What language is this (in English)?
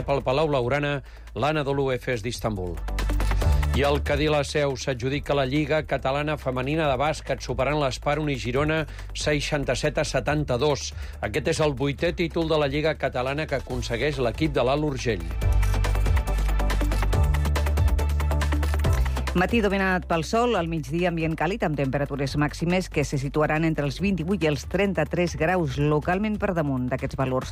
Catalan